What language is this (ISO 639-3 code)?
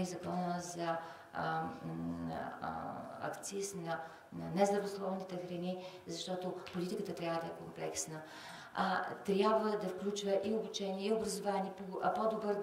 bul